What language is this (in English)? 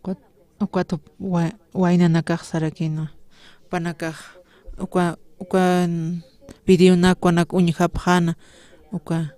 Aymara